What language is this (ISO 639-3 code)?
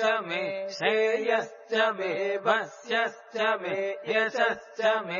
san